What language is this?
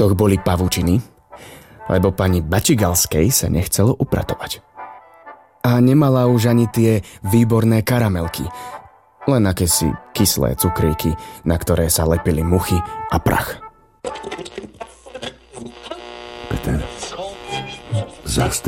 Slovak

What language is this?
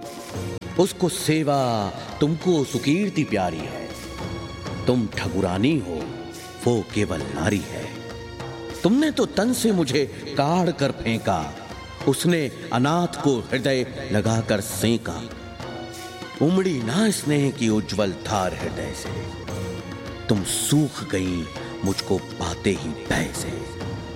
Hindi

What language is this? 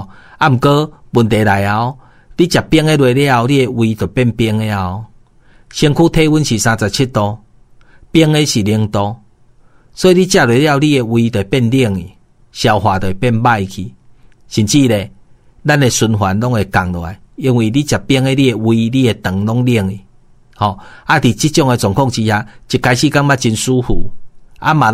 Min Nan Chinese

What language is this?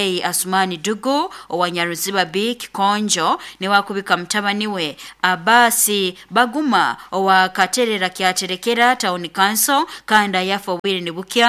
Nyoro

